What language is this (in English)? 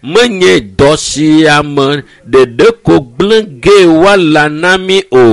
Ewe